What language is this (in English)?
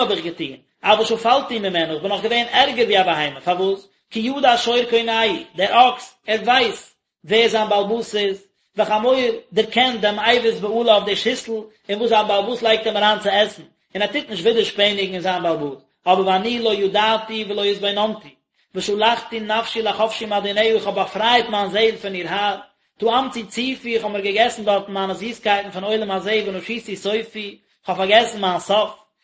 Yiddish